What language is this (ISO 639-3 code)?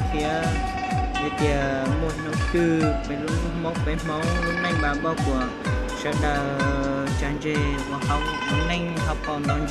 hmn